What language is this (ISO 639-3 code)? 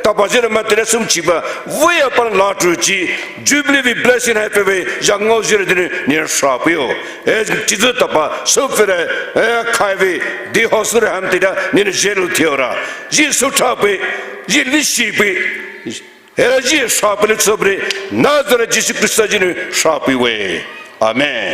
pmx